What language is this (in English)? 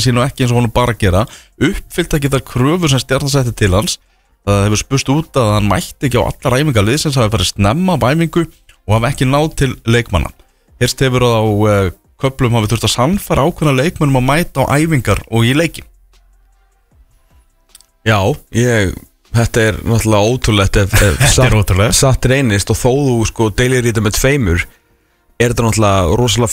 Icelandic